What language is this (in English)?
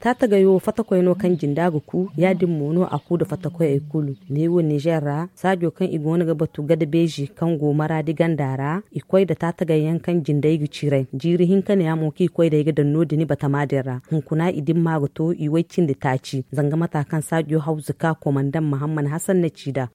Zarma